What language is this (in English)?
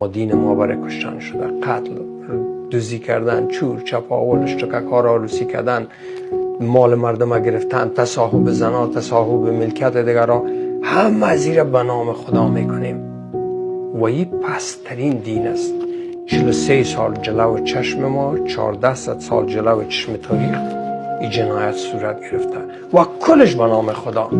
Persian